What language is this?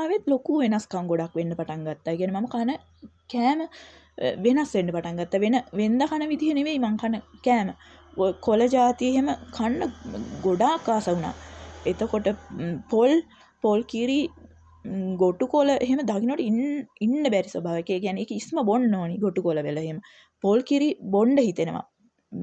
Sinhala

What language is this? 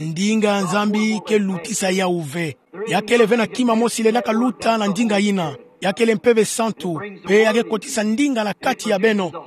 Kituba (Democratic Republic of Congo)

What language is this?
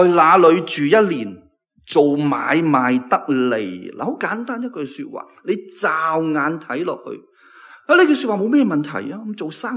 Cantonese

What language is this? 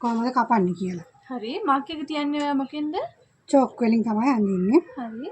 Sinhala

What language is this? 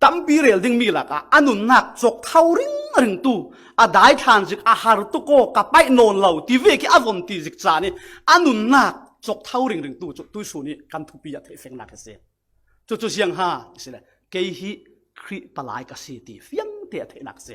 Falam Chin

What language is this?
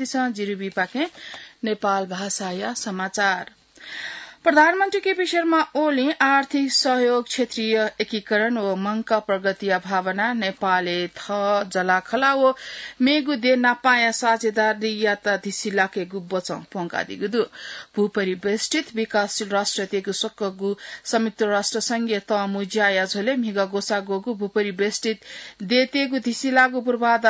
Newari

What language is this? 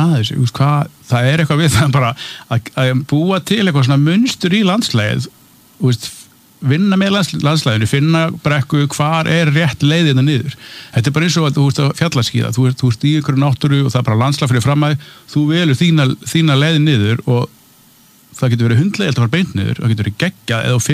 Icelandic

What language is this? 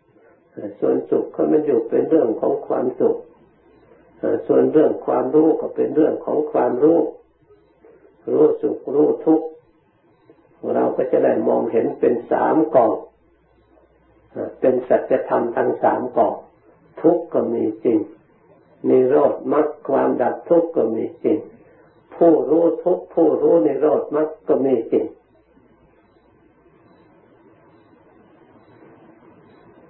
Thai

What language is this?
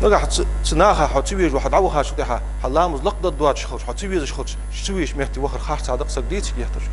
Ingush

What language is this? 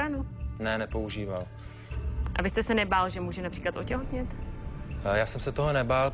Czech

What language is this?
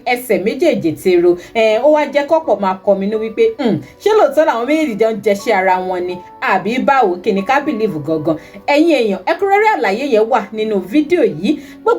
Yoruba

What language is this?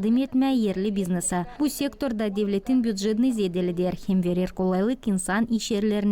Gagauz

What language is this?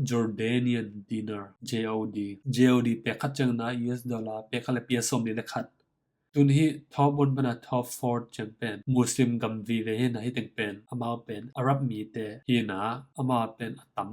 Tedim Chin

